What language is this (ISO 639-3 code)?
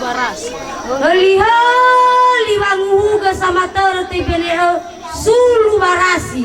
nia